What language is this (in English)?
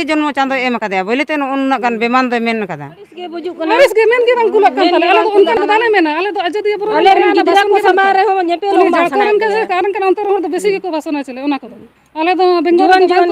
Santali